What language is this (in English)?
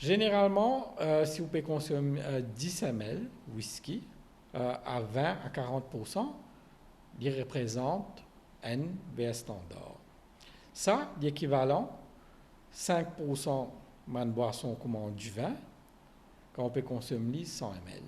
Morisyen